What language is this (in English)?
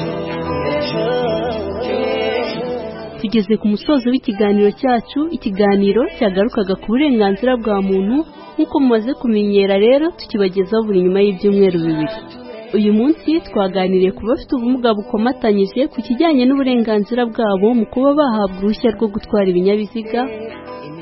Kinyarwanda